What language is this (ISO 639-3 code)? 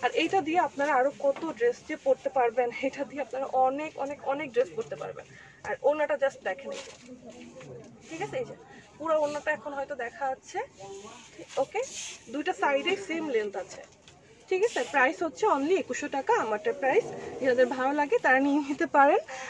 ben